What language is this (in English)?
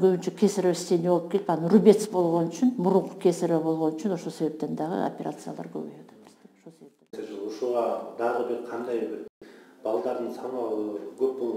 Kyrgyz